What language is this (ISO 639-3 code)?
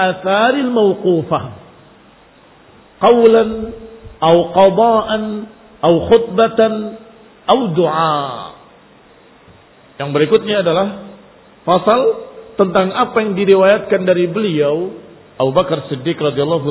ind